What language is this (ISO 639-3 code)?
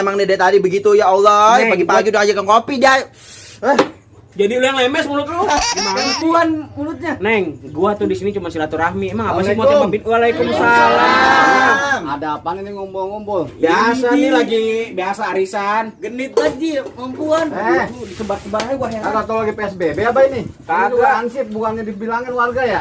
bew